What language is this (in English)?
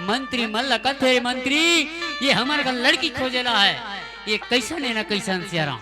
Chhattisgarhi